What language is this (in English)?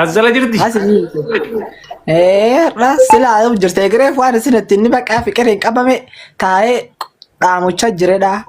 Oromo